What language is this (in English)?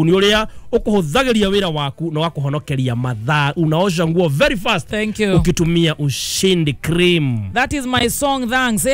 Kikuyu